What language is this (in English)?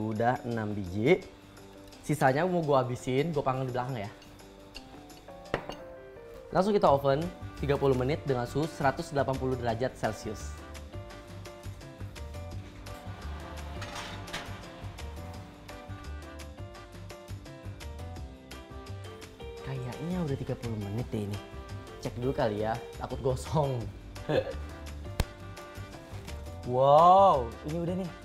Indonesian